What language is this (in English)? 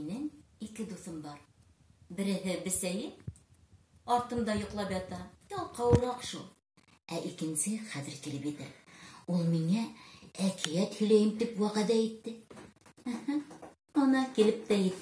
Bashkir